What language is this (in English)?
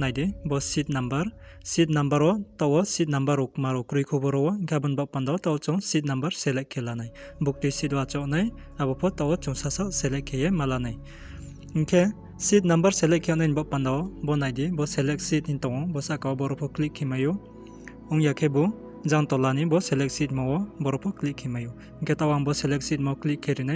Riang (India)